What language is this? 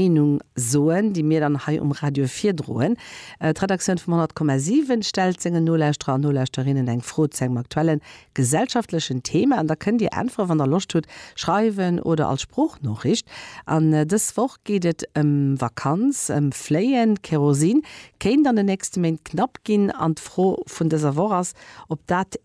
Luxembourgish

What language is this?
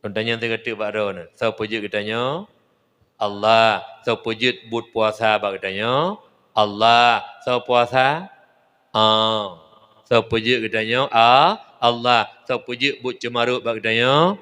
Achinese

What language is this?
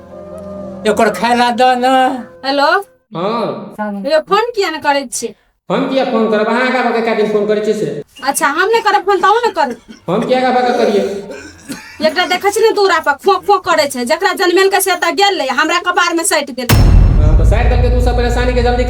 Maithili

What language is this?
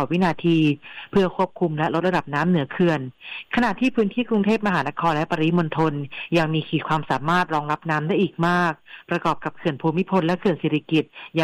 Thai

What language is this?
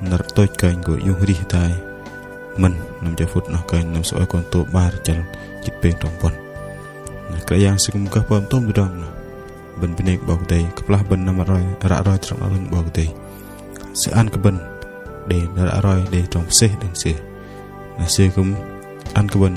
Bahnar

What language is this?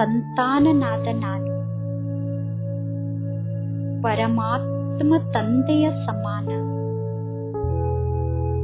Kannada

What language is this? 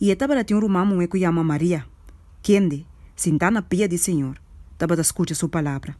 Papiamento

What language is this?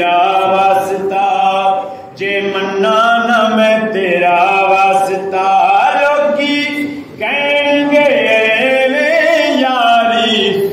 Saraiki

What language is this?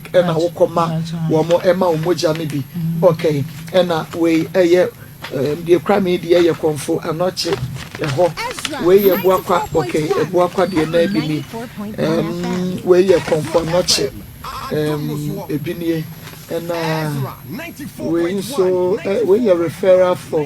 Akan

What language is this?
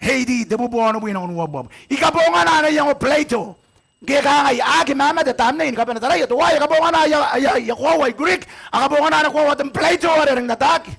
Gilbertese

